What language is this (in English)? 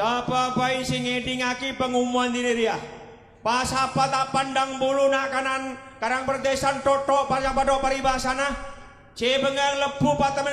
Javanese